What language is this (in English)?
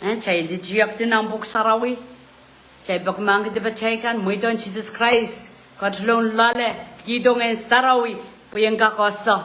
Pohnpeian